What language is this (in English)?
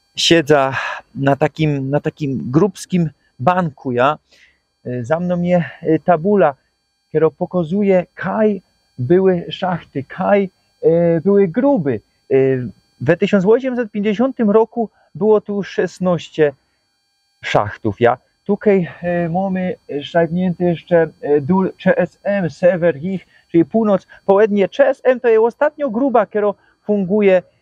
Silesian